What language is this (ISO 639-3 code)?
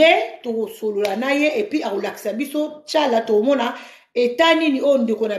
lin